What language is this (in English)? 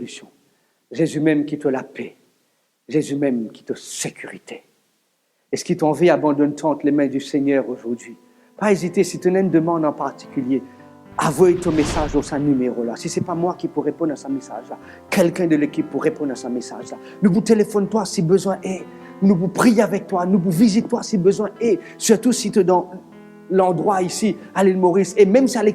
Morisyen